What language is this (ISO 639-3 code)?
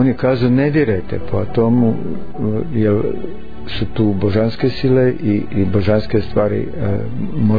srp